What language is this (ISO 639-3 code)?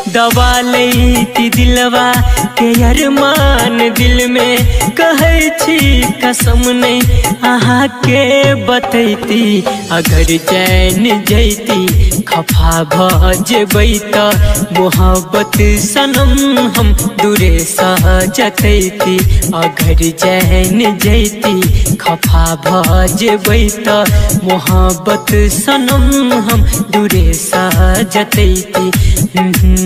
mai